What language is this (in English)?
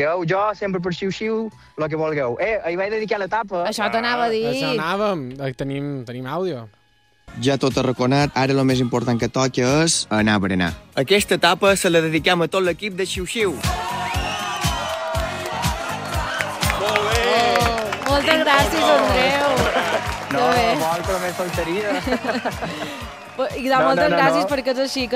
Catalan